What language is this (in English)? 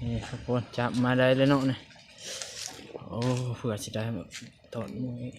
Lao